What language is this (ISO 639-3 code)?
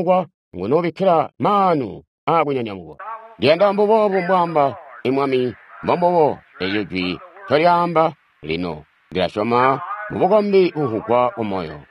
toi